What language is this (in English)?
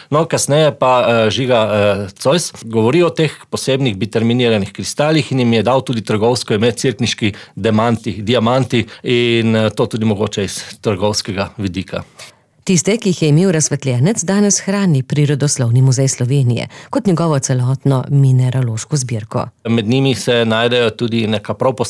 Slovenian